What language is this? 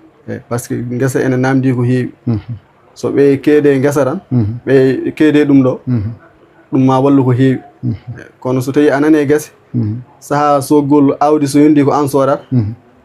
Fula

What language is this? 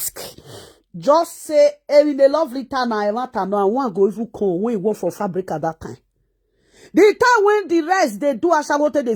Nigerian Pidgin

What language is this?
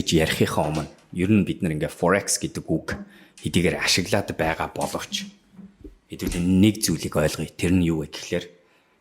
Mongolian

